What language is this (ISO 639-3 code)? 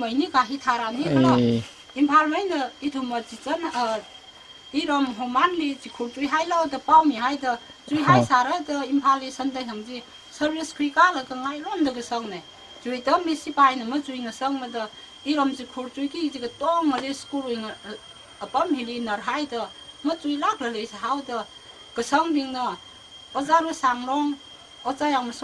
nmf